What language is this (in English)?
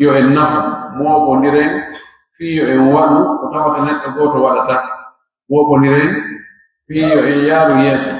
Pular